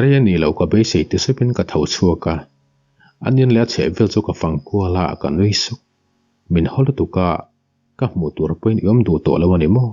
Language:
Mizo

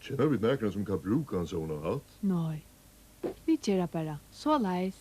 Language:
Faroese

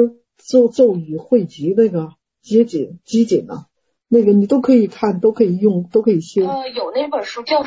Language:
Chinese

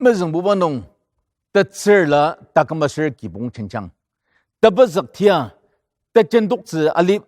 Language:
Ao Naga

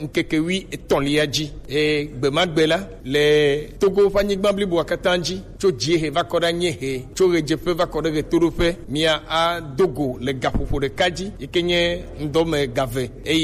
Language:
Gen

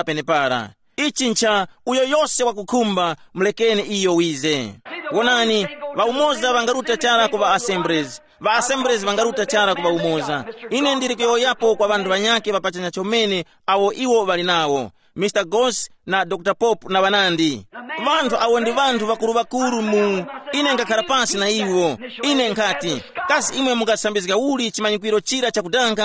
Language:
Tumbuka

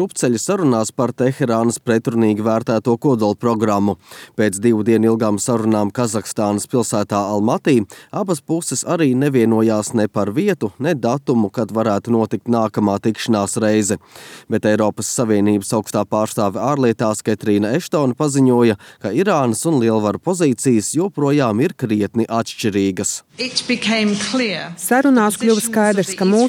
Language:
Latvian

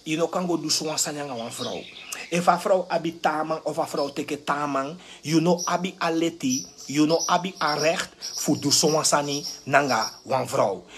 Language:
Sranan Tongo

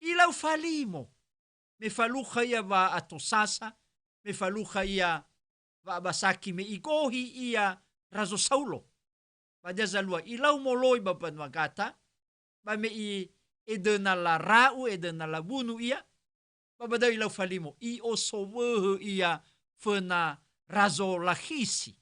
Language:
Nias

